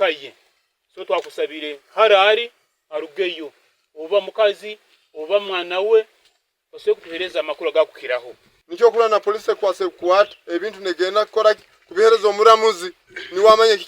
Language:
Nyankole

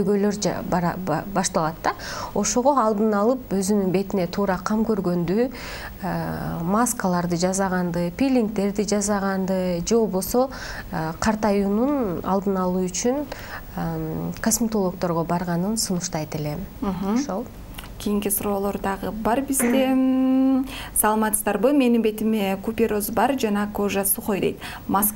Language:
Kyrgyz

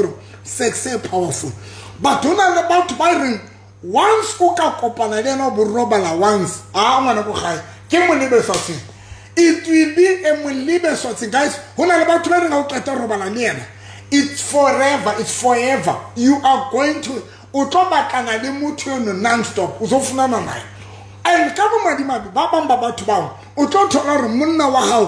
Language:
Southern Sotho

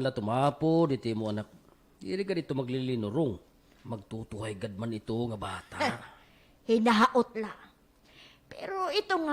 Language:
Waray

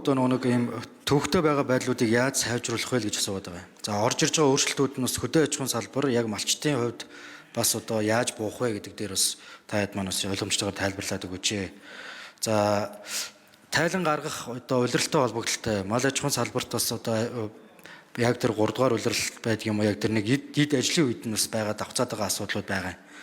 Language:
Mongolian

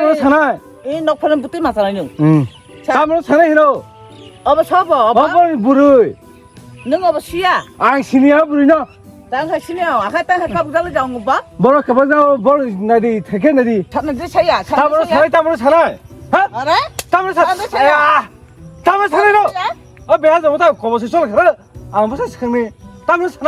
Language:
Kok Borok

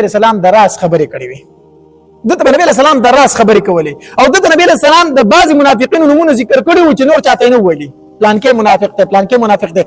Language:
Pashto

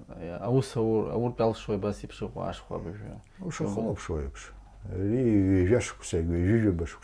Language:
Abkhazian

